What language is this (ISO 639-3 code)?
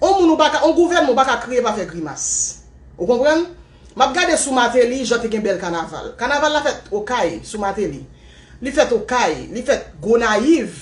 hat